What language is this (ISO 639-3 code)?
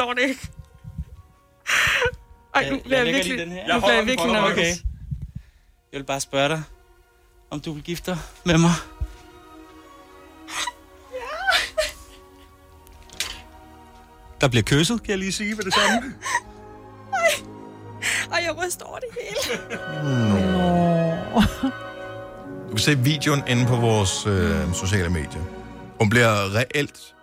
dan